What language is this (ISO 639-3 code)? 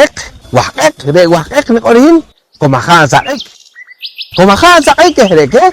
poh